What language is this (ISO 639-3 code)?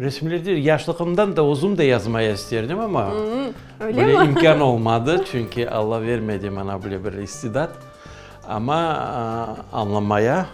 crh